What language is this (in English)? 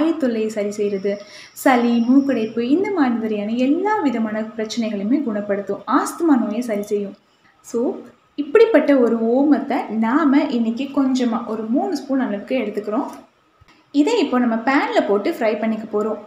Tamil